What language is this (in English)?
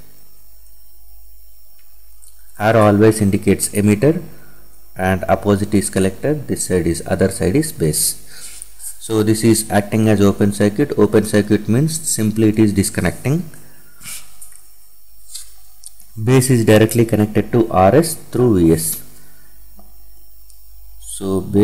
English